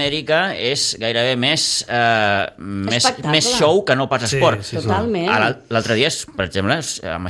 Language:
Catalan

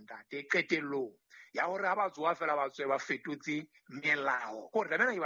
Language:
Southern Sotho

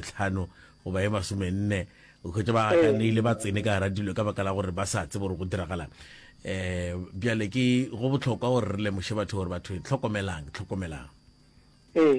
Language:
Northern Sotho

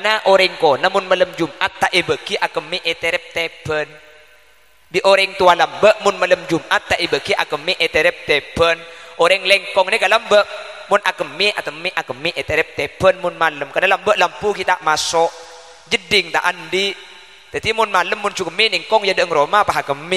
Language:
Madurese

